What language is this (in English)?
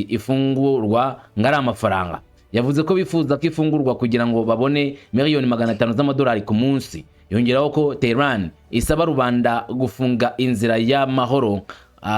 Kinyarwanda